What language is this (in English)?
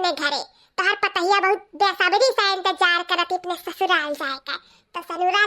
Awadhi